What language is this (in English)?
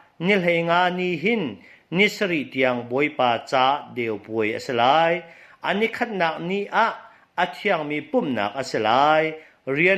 Hakha Chin